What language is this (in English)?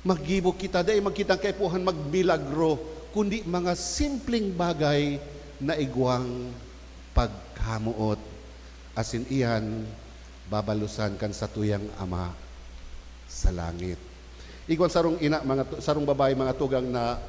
Bikol